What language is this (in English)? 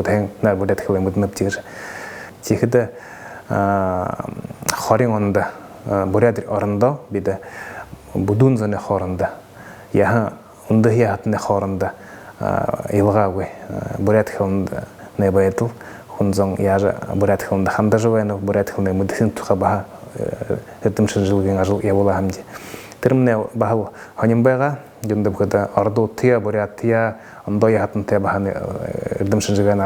Buriat